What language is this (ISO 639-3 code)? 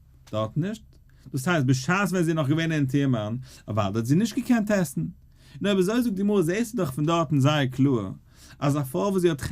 yid